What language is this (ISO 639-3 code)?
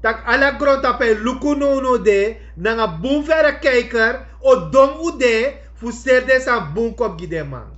srn